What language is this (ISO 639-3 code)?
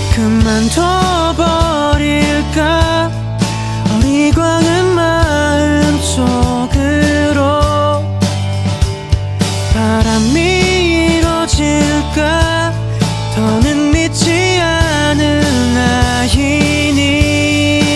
kor